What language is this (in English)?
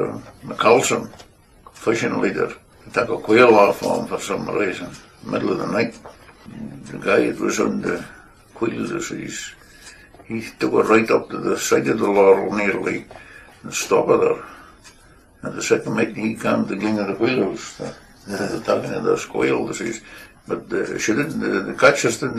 Scots